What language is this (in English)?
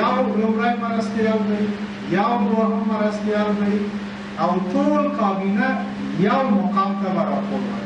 Pashto